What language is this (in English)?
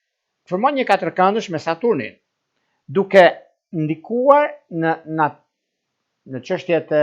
Albanian